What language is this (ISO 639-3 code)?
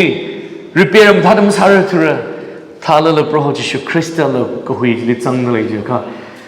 nmf